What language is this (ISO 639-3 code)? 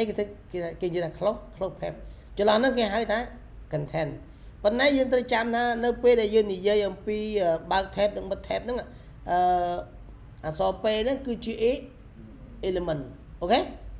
khm